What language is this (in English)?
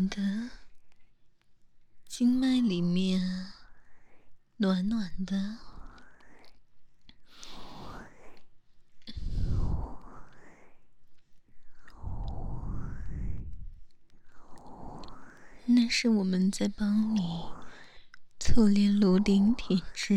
Chinese